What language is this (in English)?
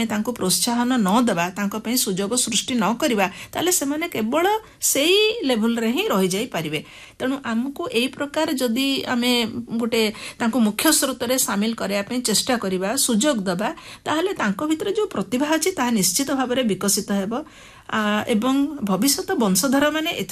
Odia